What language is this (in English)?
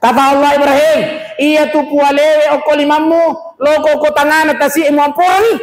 Buginese